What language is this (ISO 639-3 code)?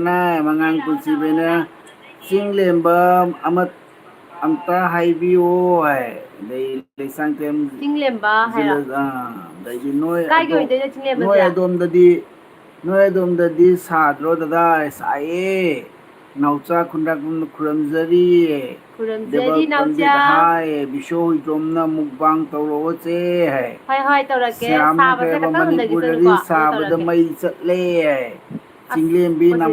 mni